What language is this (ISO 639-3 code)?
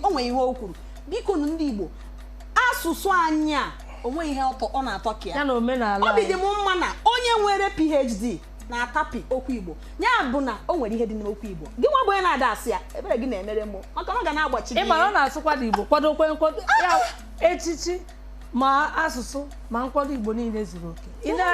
ibo